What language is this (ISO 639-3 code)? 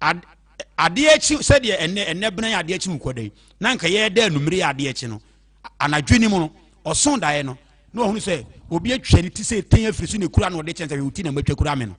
aka